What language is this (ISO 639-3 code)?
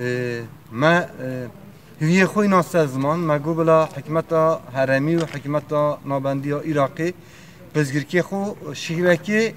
kur